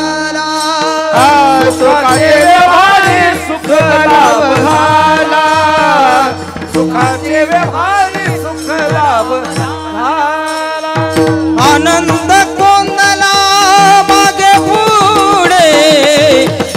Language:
Marathi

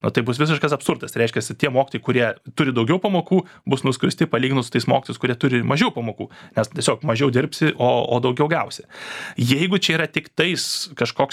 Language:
Lithuanian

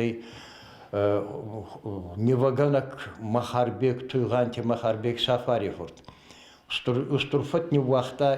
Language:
Ossetic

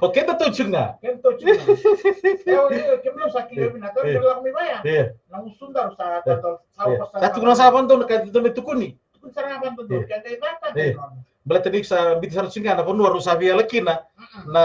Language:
Fijian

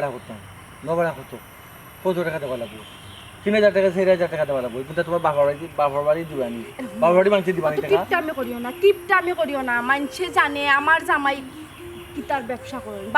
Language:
Sylheti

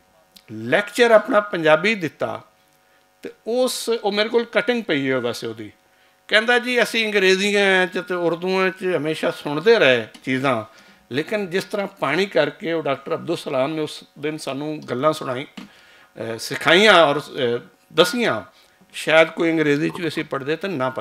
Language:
Western Panjabi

